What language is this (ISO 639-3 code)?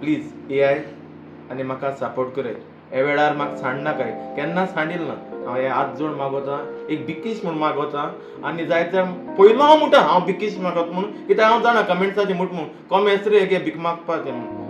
kok